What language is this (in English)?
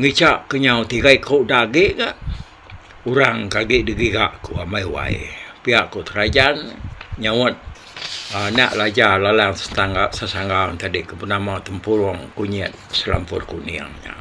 Iban